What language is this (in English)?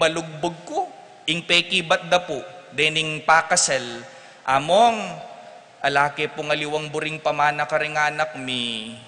Pampanga